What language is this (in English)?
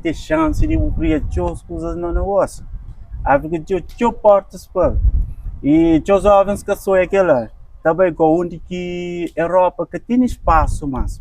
Kabuverdianu